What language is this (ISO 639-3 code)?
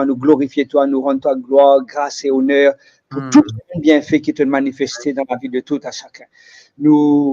mfe